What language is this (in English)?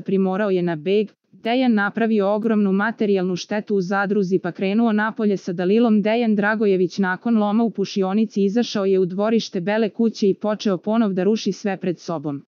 Serbian